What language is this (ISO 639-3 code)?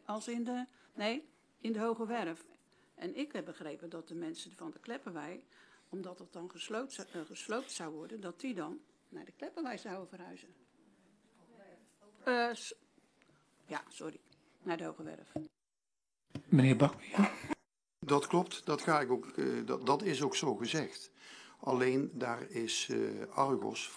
nld